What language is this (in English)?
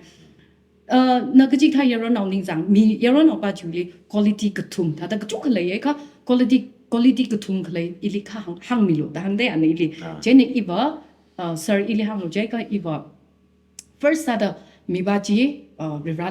Tangkhul Naga (India)